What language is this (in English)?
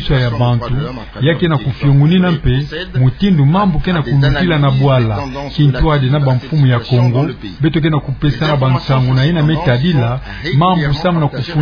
Kituba (Democratic Republic of Congo)